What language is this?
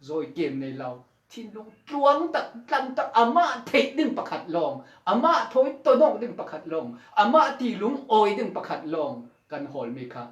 Falam Chin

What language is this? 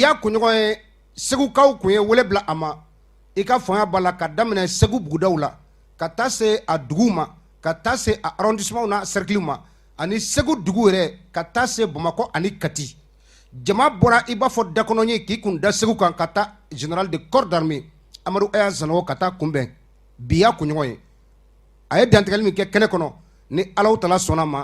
Bambara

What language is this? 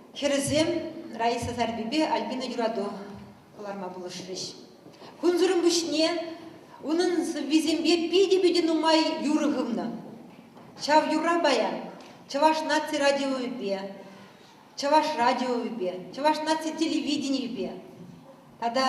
Chuvash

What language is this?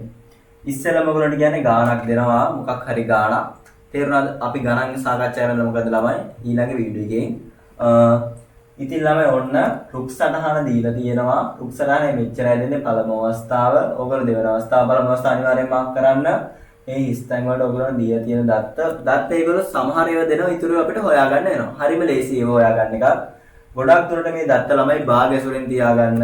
Sinhala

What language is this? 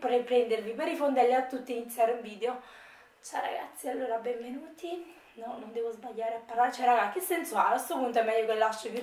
Italian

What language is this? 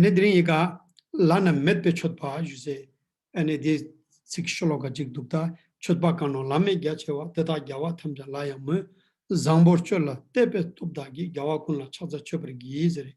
Ladakhi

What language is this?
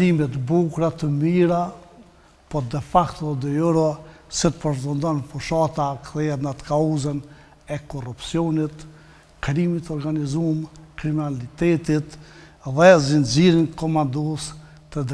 Albanian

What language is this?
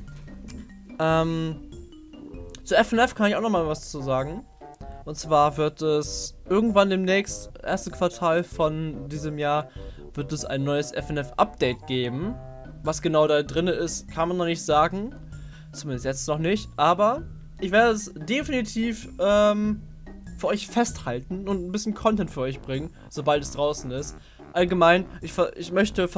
German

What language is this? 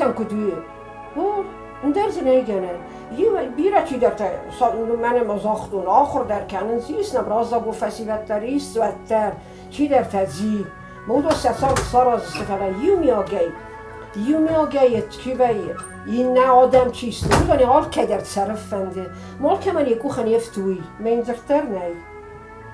Ossetic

